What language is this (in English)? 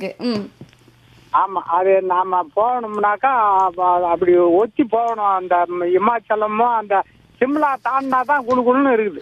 Tamil